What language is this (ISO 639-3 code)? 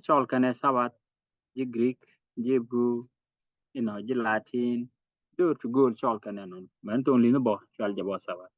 nus